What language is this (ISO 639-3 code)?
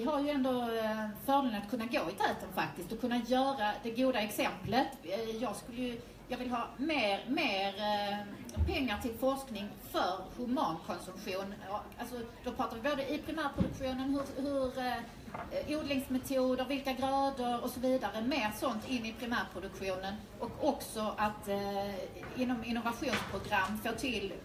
swe